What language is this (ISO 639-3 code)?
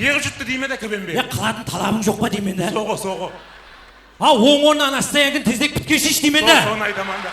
kaa